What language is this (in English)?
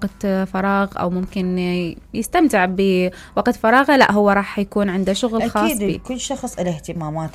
Mesopotamian Arabic